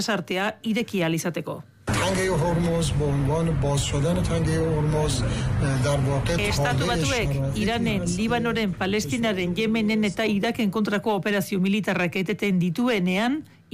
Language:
Basque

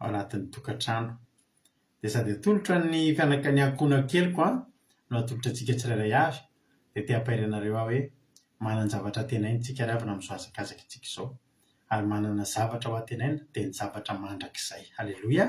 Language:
Malagasy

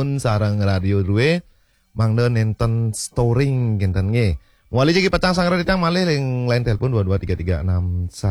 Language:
Balinese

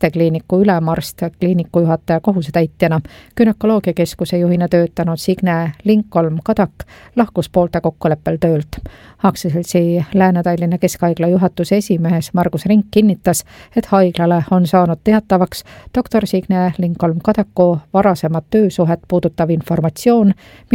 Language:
Estonian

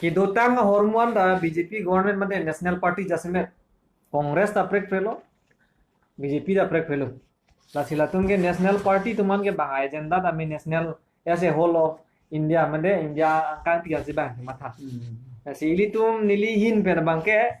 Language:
Karbi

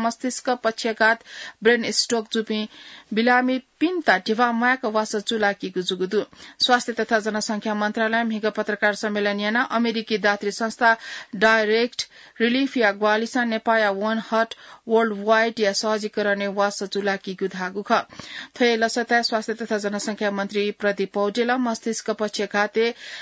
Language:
Newari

